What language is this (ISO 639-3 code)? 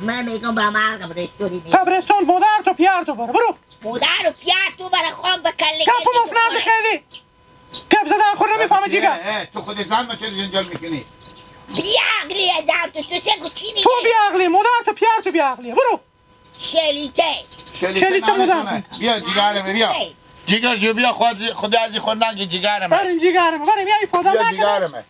haz